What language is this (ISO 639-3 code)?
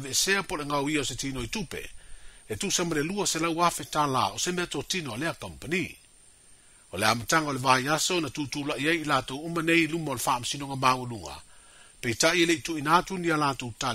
smo